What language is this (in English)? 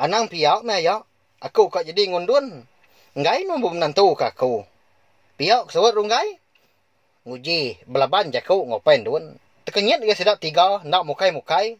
Iban